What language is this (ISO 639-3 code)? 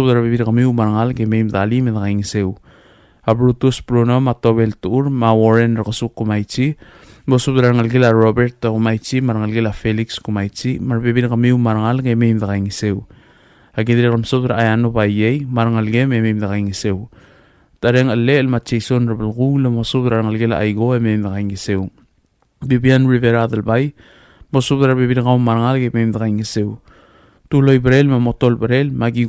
pau